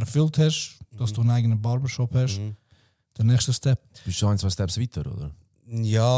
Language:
Swiss German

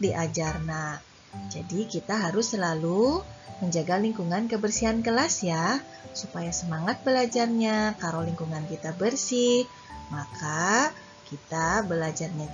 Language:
Sundanese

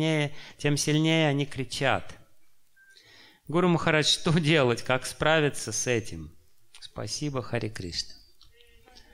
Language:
Russian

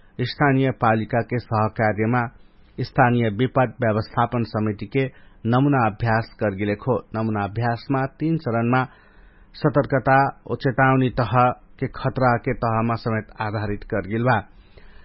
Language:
Dangaura Tharu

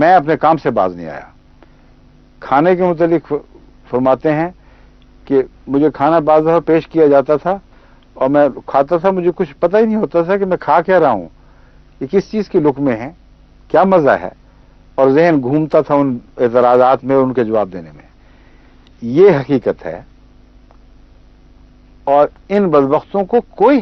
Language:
Urdu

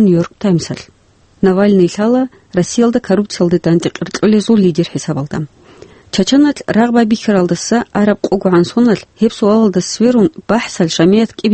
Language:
Avaric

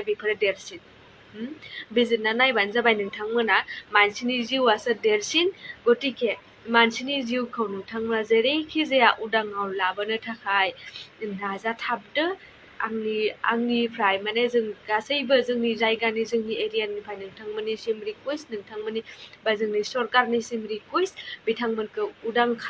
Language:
Bodo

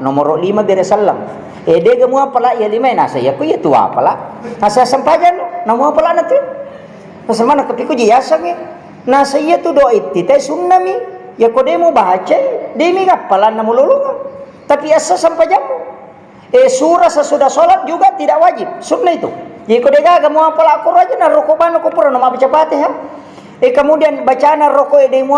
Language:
Buginese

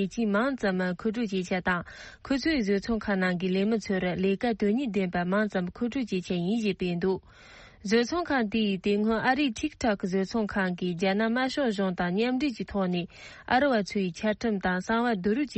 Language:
Tibetan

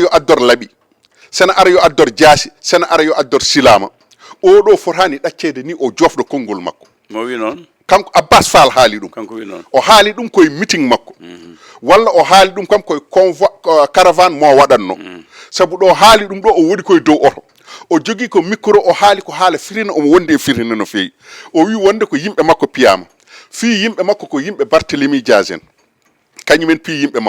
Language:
Fula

